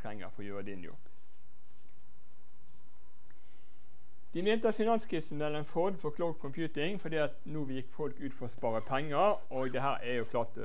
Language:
Norwegian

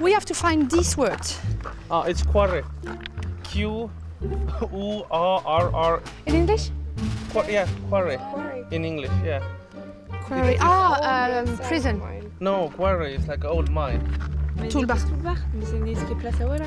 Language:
Breton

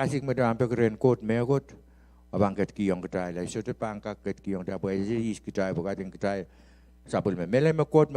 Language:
Pohnpeian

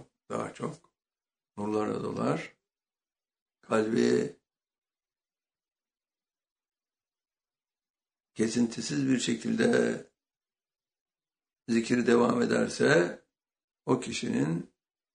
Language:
Turkish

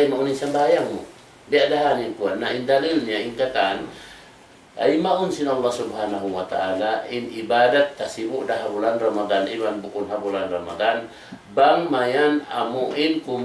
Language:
Tausug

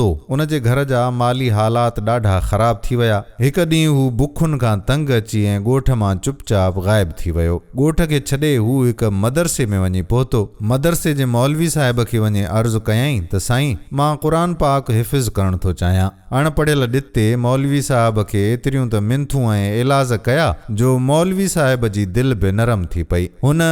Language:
Sindhi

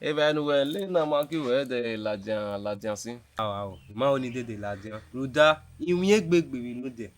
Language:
Bini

